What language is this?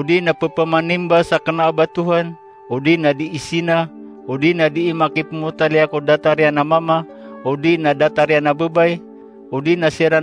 Maranao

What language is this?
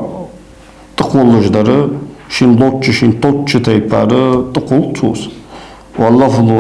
Ingush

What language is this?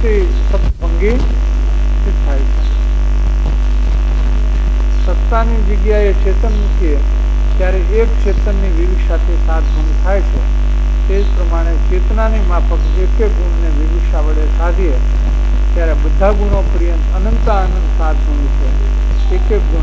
Gujarati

